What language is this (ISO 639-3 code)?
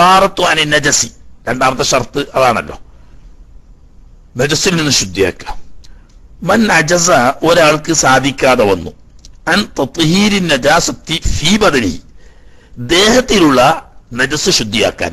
mal